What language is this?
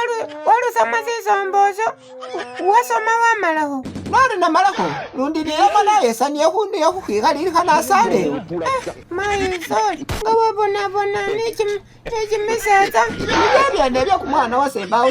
Masaaba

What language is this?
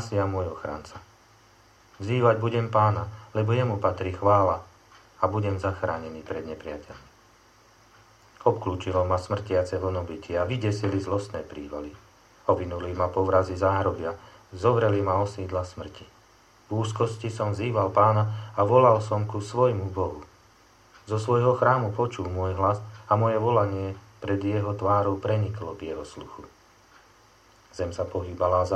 Slovak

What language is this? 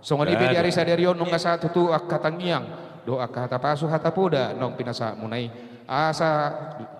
Batak Toba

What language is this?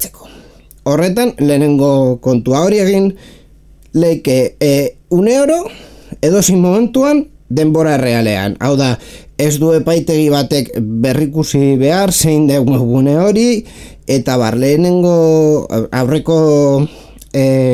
Basque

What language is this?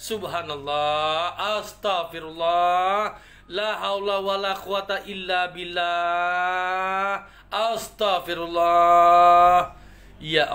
Achinese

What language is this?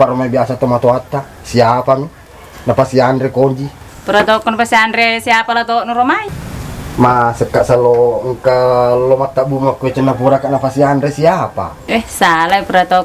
Buginese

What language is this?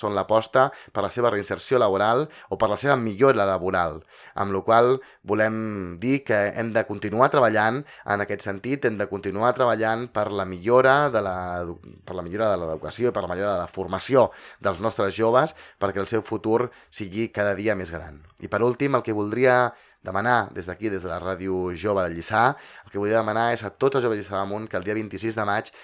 Catalan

